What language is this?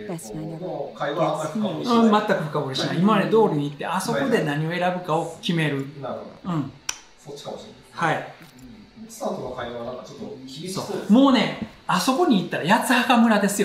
Japanese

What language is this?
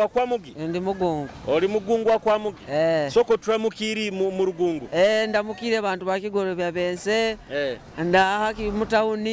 Nyoro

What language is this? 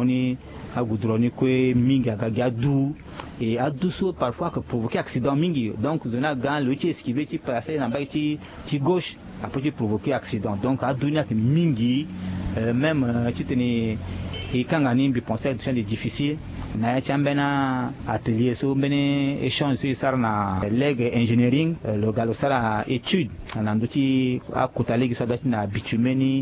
Sango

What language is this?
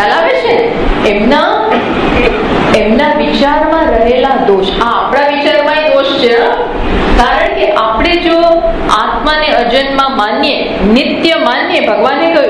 Gujarati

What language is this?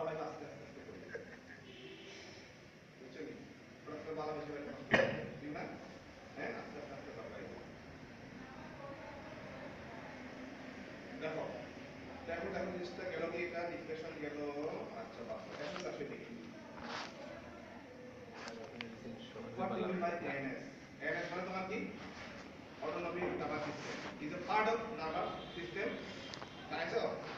Bangla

